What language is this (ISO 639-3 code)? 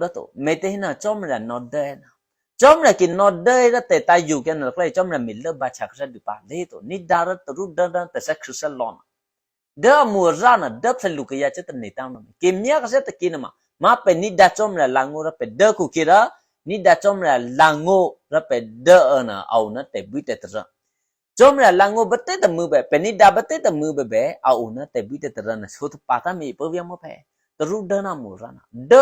eky